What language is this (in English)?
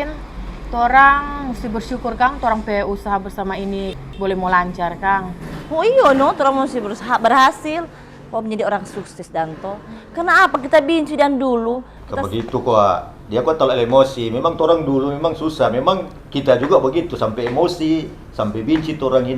Manado Malay